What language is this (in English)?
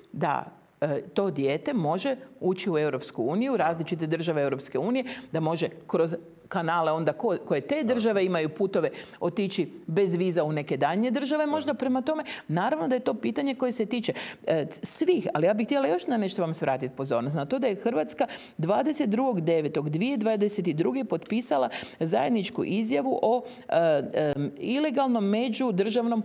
Croatian